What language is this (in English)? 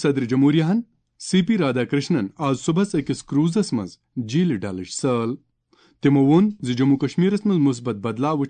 Kashmiri